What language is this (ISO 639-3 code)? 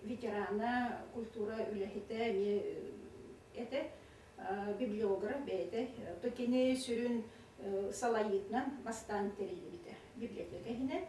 sah